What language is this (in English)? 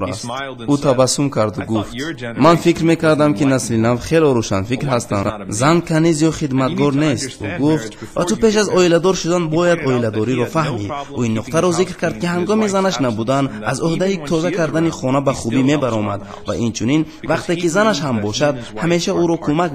Tajik